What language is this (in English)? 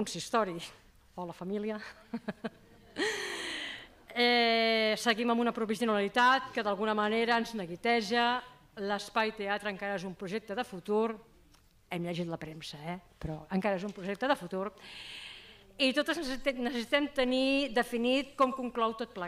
Catalan